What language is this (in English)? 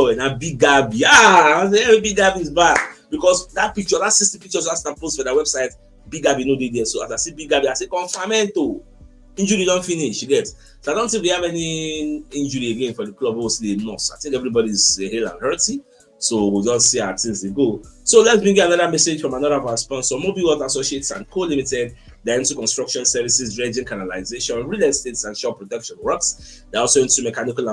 Nigerian Pidgin